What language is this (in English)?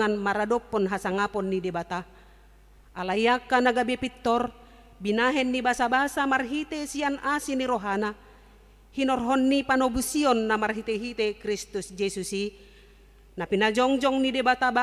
Batak Toba